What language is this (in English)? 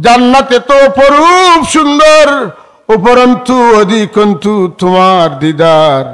Sylheti